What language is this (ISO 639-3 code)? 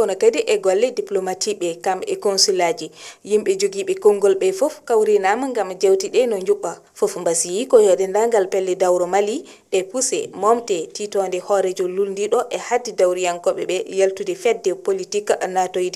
ful